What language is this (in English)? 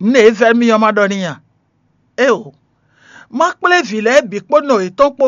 Fon